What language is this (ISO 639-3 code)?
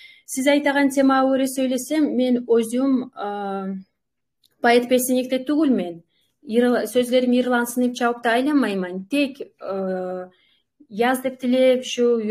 kum